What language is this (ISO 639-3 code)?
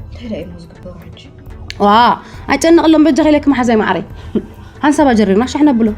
tir